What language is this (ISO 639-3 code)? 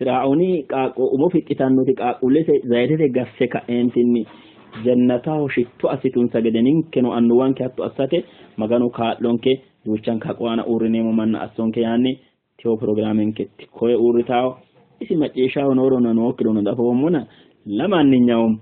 sid